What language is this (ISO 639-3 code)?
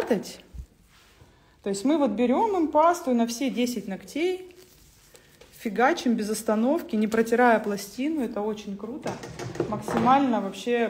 rus